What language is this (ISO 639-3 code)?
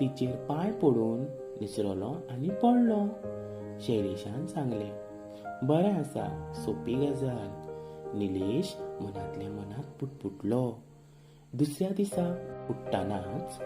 kok